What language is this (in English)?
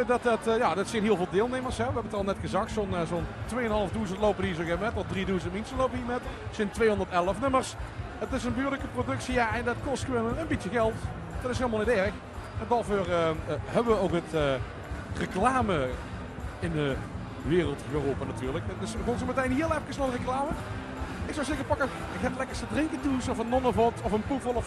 Limburgish